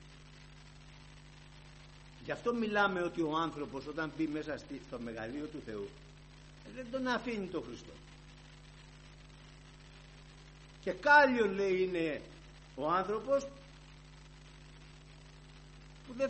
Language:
Greek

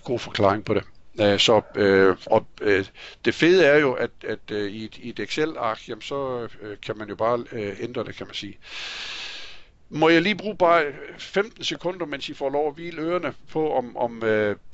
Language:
Danish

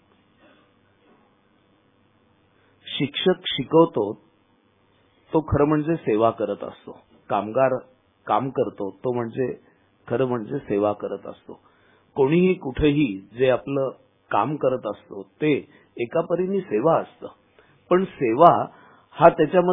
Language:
Marathi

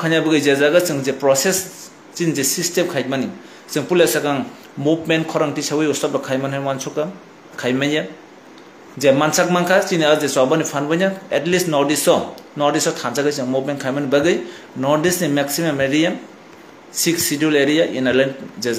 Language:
Kok Borok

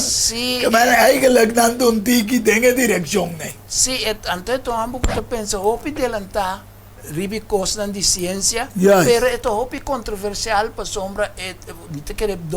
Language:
Papiamento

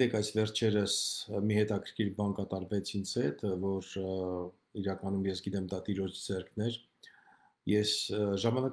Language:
Armenian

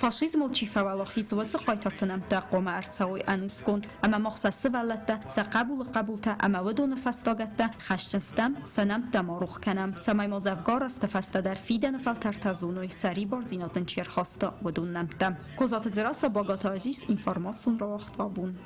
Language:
Ossetic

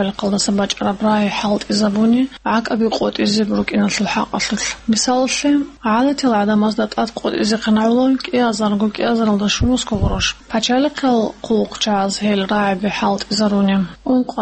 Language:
Avaric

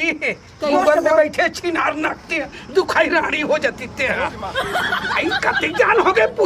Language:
Chhattisgarhi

